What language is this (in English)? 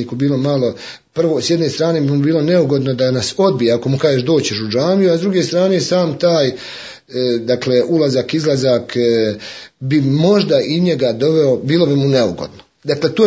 Bosnian